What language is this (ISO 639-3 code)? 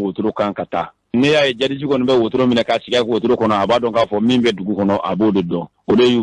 bam